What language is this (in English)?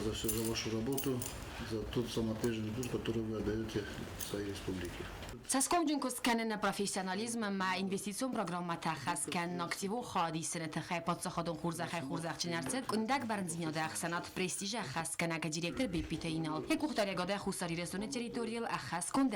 Ossetic